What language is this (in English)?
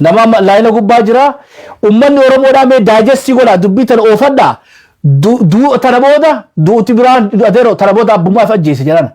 Oromo